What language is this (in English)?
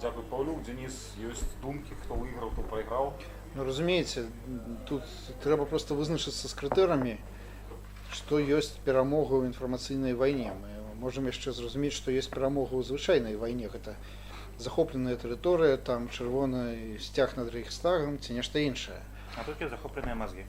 Belarusian